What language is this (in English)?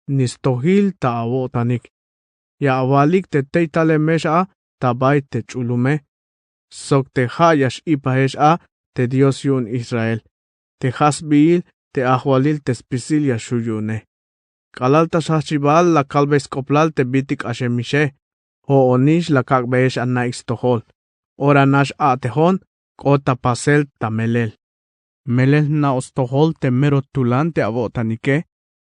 Tzeltal